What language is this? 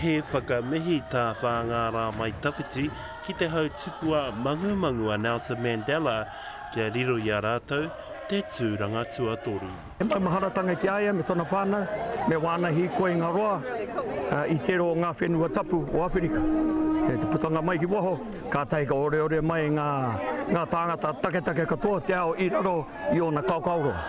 Māori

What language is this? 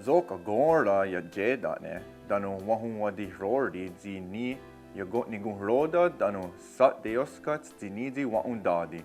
Mohawk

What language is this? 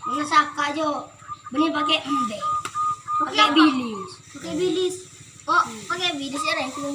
Madurese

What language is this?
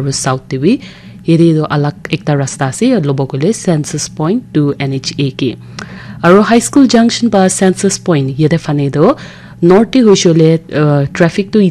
Naga Pidgin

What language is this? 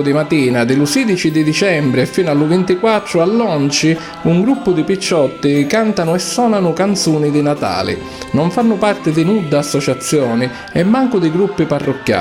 Sicilian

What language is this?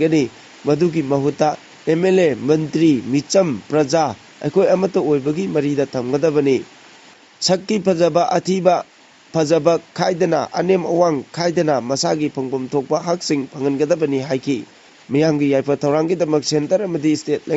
Manipuri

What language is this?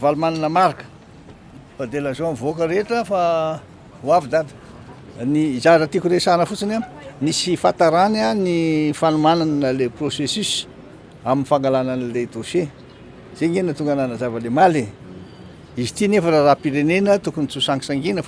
Malagasy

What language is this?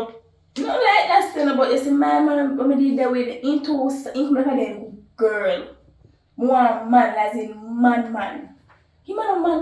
Jamaican Creole English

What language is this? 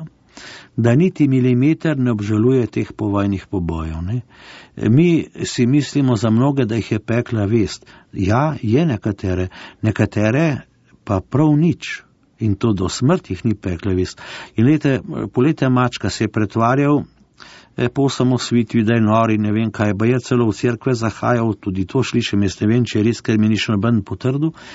Slovenian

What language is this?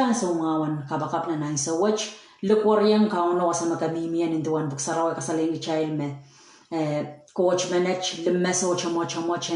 Pohnpeian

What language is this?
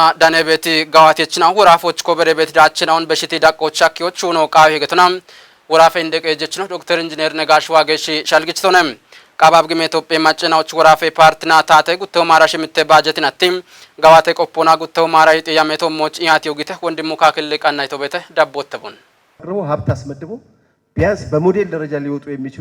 Kafa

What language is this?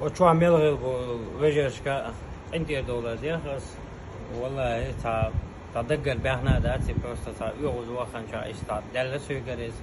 Chechen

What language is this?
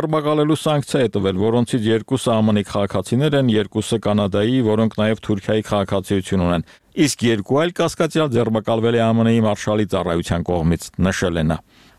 Armenian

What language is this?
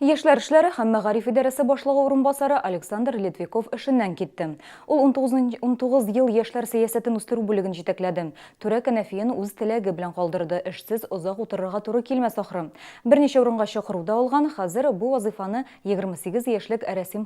Tatar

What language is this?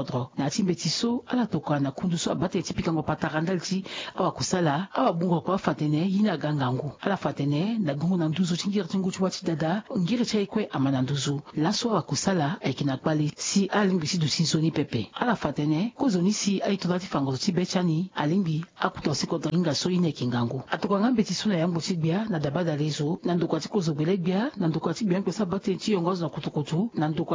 Sango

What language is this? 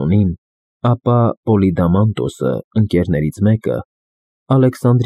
Armenian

